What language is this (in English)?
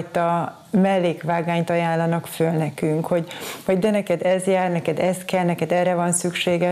Hungarian